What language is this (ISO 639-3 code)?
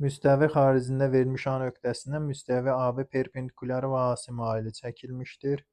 aze